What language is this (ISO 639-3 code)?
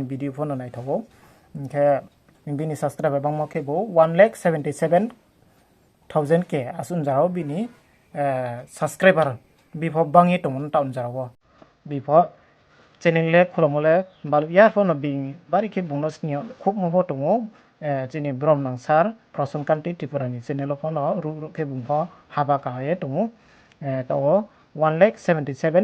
ria